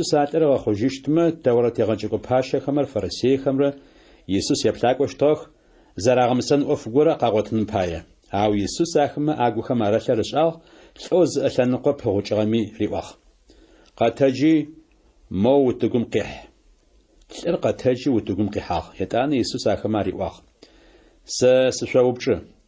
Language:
Adyghe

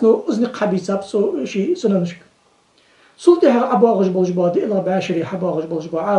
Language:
Ingush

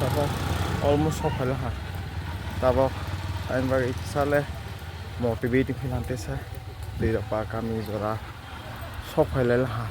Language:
Kok Borok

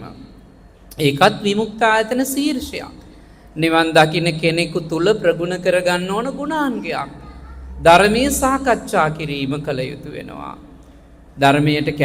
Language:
Sinhala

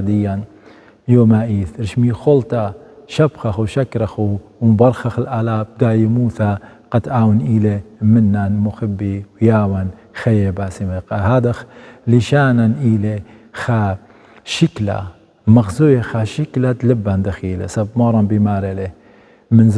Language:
Assyrian Neo-Aramaic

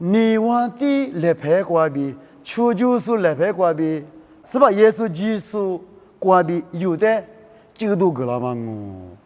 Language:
Lisu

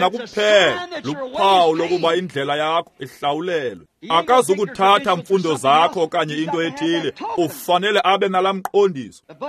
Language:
Xhosa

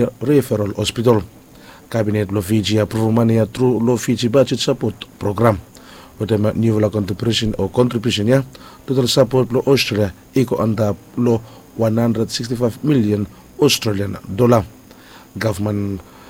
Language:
Bislama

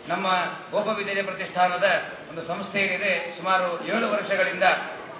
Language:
Kannada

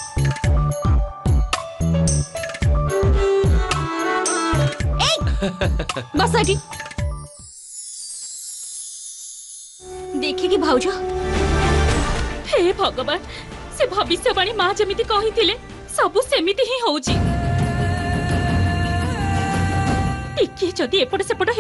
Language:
Odia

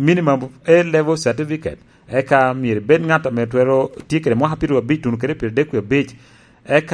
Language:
Lango (Uganda)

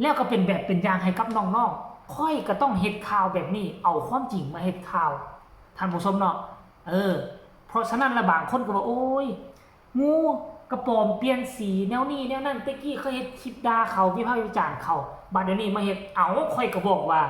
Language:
Northeastern Thai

